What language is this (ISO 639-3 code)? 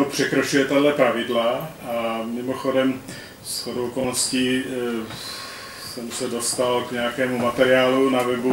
ces